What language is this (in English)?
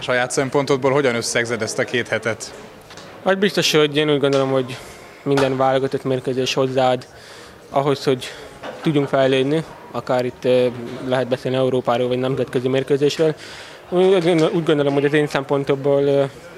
Hungarian